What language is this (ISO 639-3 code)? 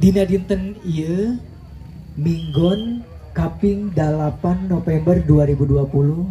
sun